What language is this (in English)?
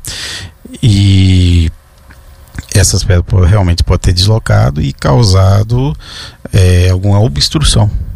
Portuguese